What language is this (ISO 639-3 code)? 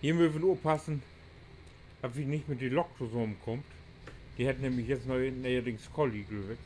nds